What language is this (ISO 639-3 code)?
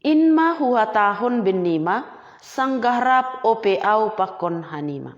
bts